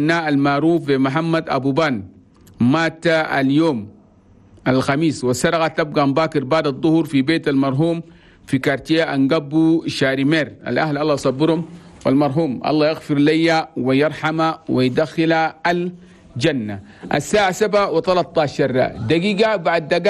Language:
Chadian Arabic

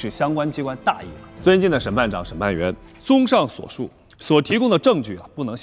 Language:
Chinese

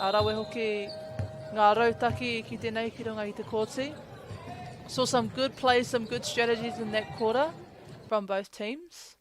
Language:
Māori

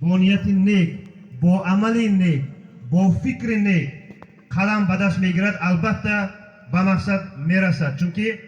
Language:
Tajik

